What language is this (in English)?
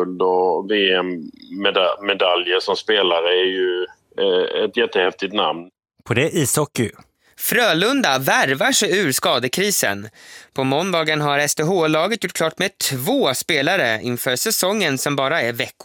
Swedish